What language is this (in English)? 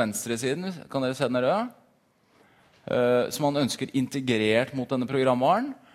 Norwegian